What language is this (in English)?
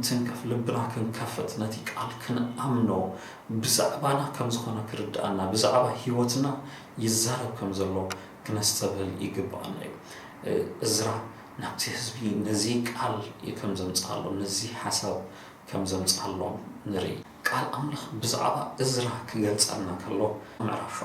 Tigrinya